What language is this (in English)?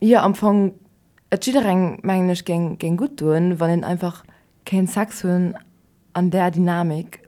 Luxembourgish